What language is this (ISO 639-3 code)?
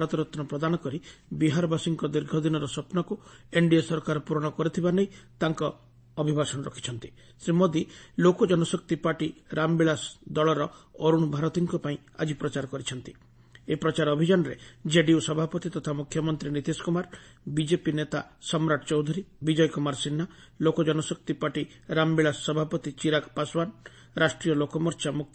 ori